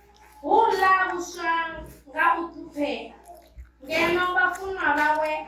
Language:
Venda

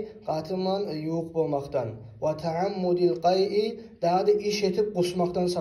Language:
Kumyk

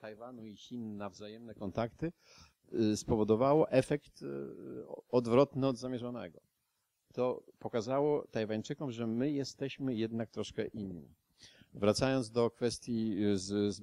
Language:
Polish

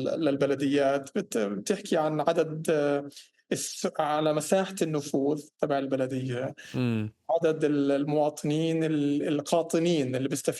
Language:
North Levantine Arabic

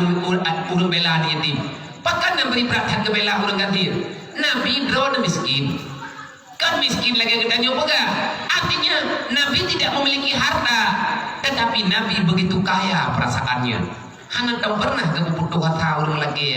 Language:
Achinese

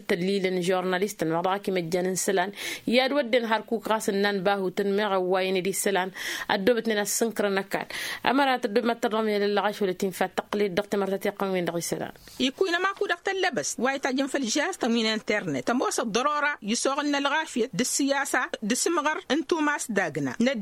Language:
Tamasheq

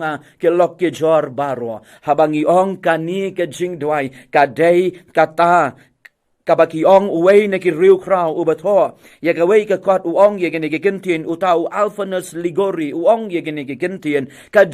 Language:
Khasi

